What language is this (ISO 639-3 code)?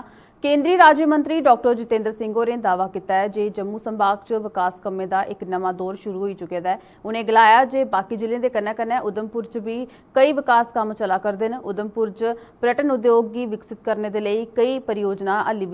doi